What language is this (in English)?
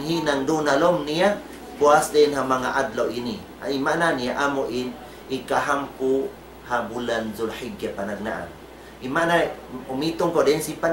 Tausug